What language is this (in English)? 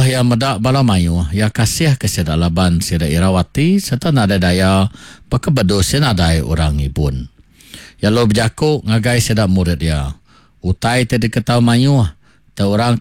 Iban